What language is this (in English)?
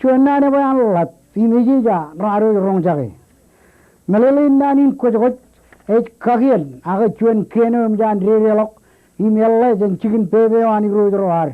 Marshallese